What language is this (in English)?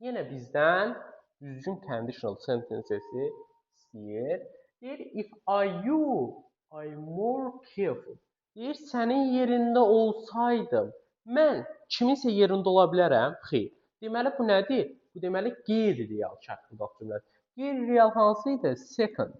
Azerbaijani